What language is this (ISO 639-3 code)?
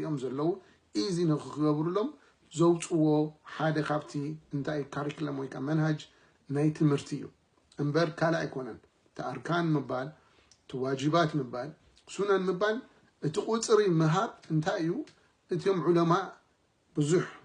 tir